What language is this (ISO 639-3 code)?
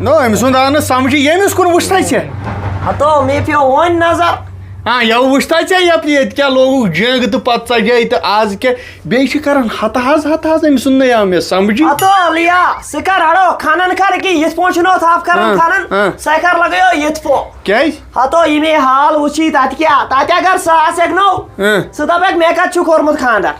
kas